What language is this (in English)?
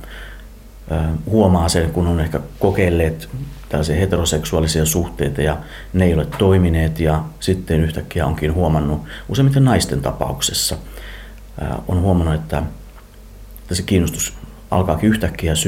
Finnish